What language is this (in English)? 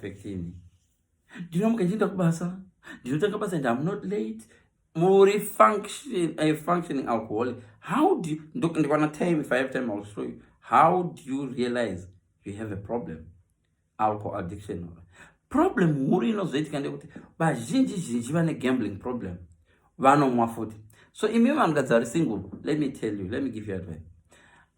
Shona